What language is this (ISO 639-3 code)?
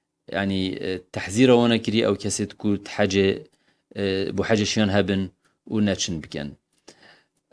kur